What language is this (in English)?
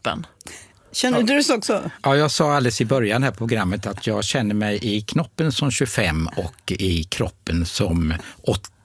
Swedish